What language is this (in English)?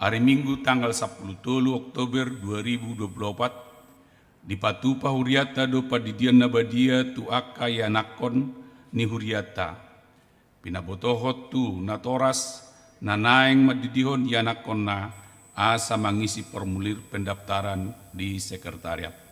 Batak Toba